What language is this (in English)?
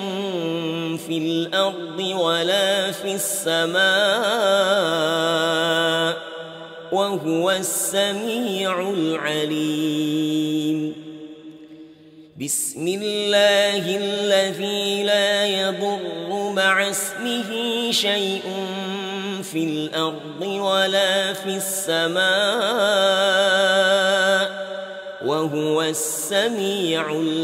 Arabic